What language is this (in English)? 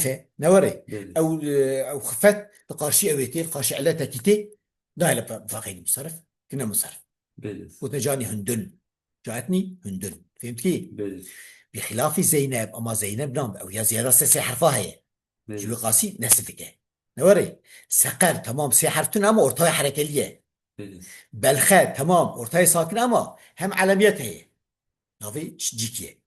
Kurdish